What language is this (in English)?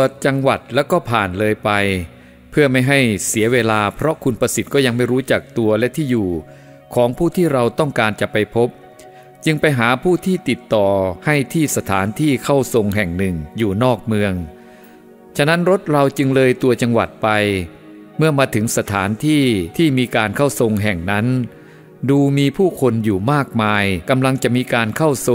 Thai